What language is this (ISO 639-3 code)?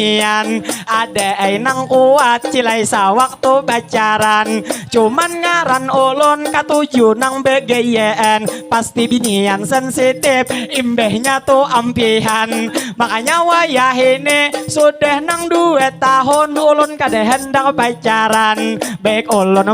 bjn